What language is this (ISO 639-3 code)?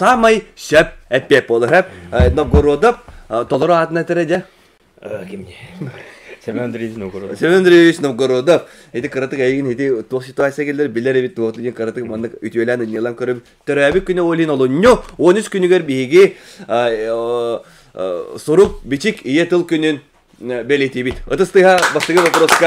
sah